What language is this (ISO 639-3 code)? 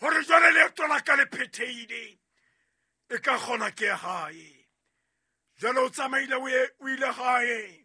sot